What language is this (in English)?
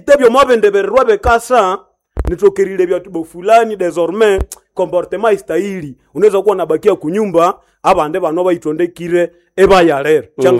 Nande